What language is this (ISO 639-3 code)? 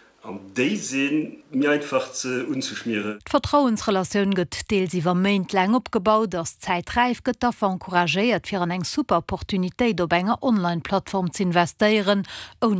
ltz